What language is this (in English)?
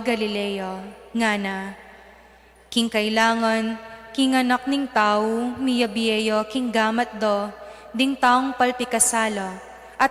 Pampanga